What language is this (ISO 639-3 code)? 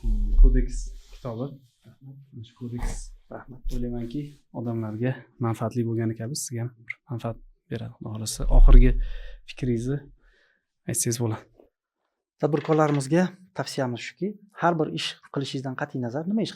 uzb